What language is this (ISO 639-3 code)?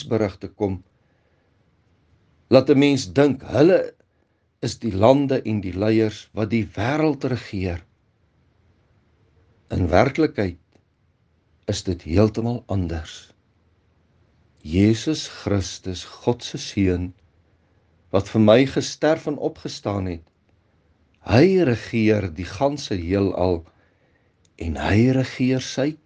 afr